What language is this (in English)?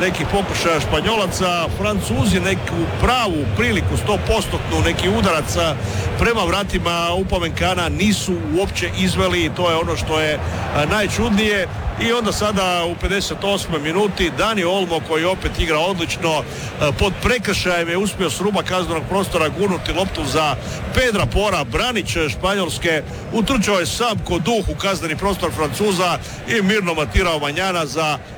Croatian